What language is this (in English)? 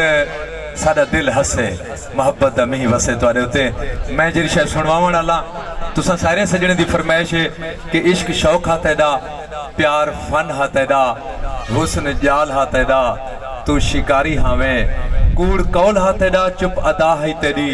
Saraiki